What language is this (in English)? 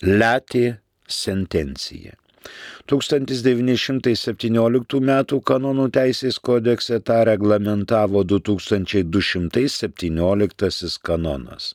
Lithuanian